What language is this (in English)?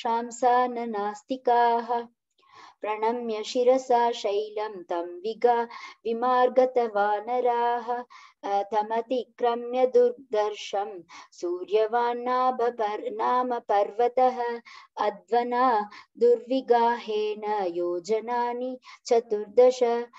Sanskrit